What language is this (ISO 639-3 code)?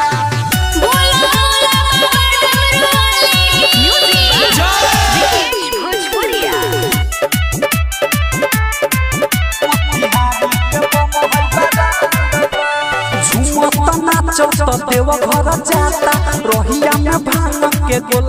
bho